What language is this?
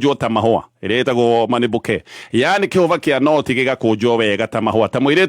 Kikuyu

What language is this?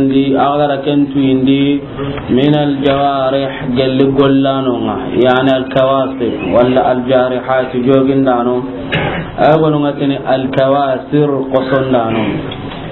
Soninke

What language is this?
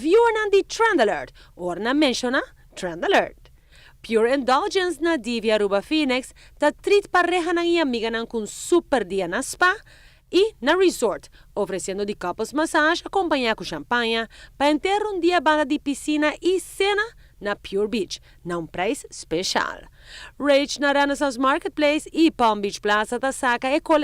Papiamento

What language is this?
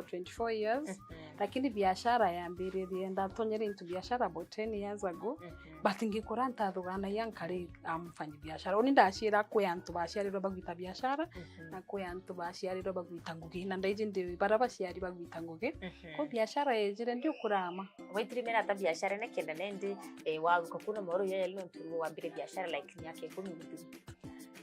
Meru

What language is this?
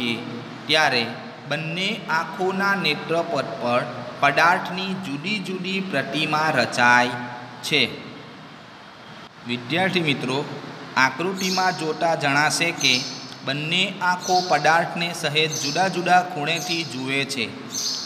Gujarati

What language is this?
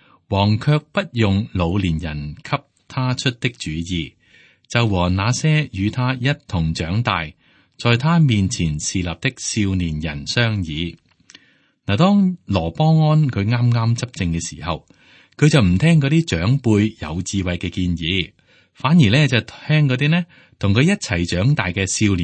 Cantonese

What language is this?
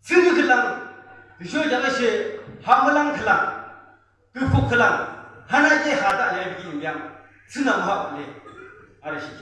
Yimchungru Naga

